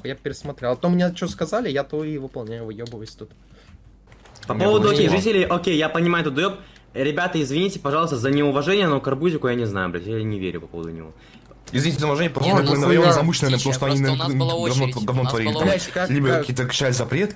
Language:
Russian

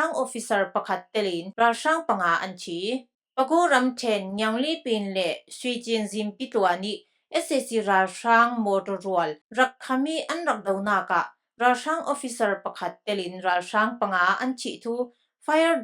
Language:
Falam Chin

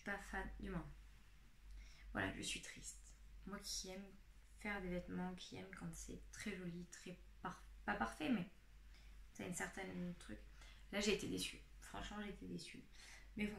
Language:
French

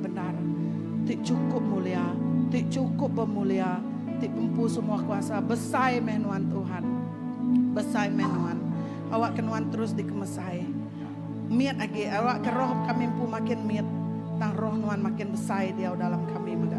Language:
Iban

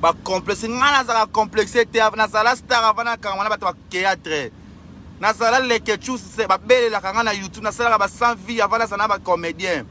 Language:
Lingala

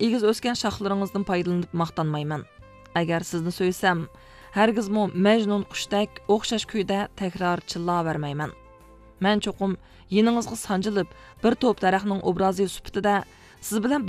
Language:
Uyghur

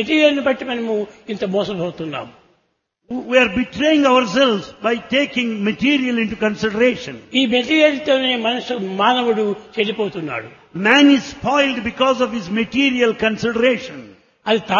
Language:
Telugu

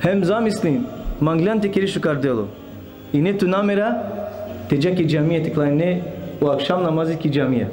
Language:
Balkan Romani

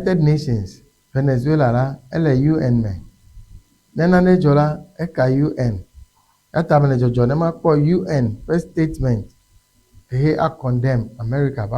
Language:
Ewe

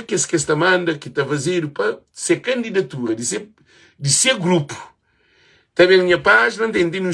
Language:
Kabuverdianu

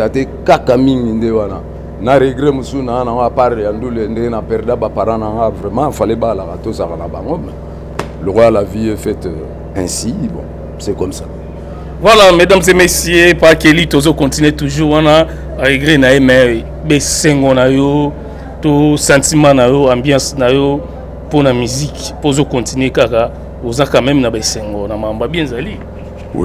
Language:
Lingala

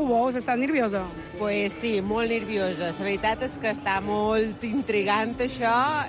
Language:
Catalan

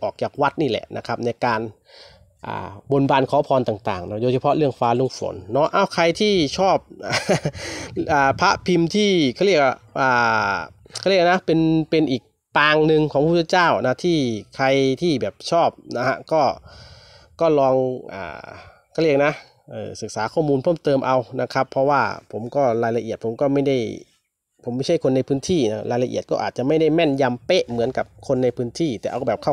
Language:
Thai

